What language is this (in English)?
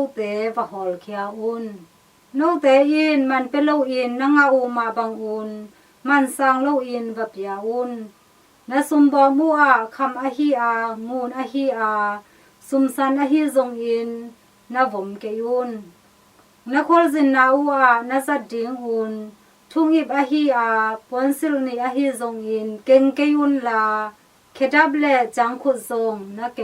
Tedim Chin